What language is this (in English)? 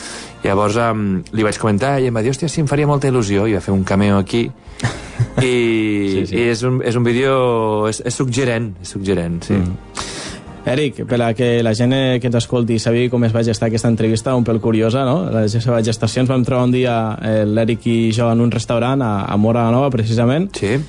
Catalan